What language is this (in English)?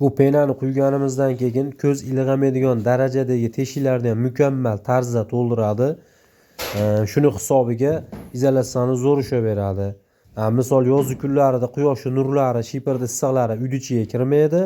Uzbek